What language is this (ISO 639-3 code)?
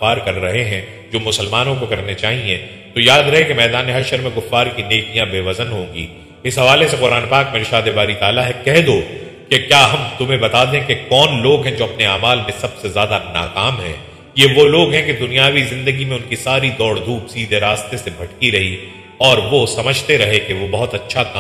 urd